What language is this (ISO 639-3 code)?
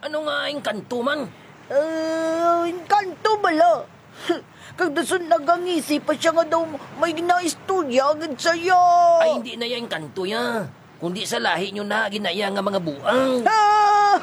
hil